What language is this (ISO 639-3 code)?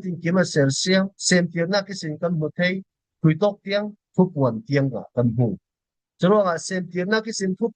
cfm